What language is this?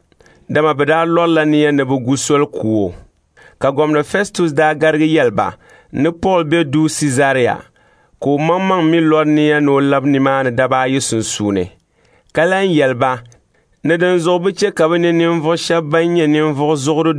Dagbani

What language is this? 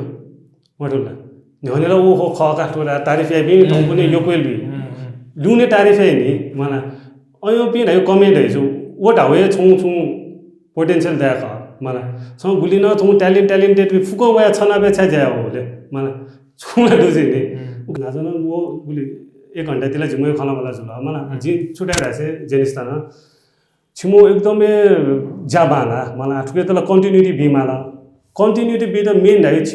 Newari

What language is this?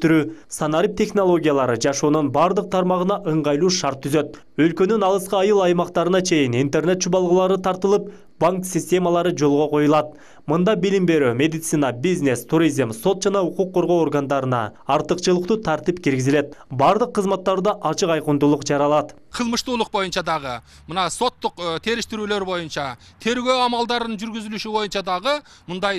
Kyrgyz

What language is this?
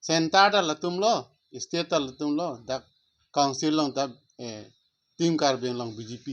Karbi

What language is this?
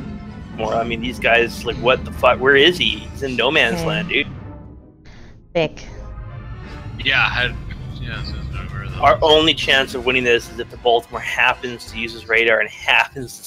English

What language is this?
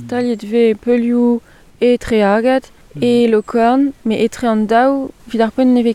Breton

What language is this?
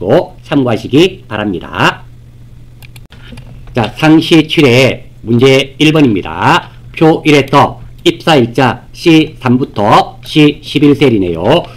Korean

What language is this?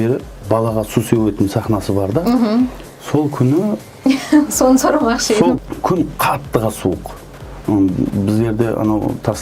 Kara-Kalpak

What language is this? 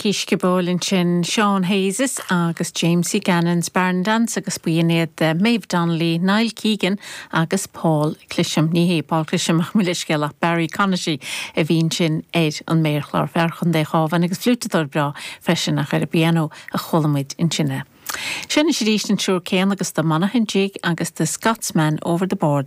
Irish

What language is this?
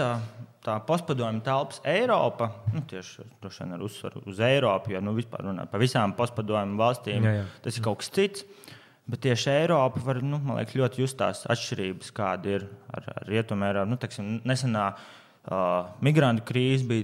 Latvian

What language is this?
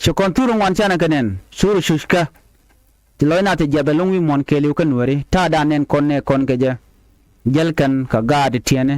Nuer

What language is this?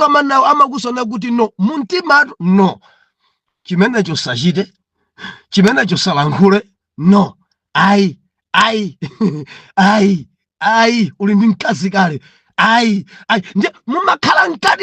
Nyanja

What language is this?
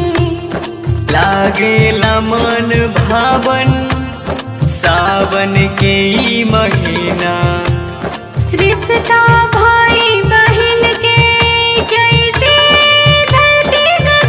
Bhojpuri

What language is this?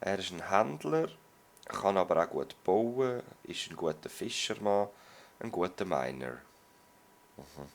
Swiss German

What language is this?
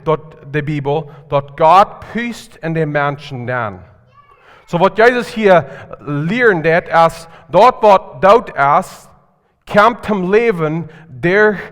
Plautdietsch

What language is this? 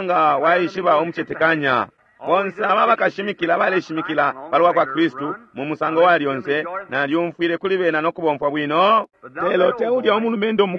Bemba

